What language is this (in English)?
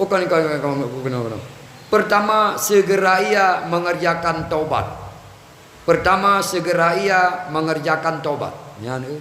Achinese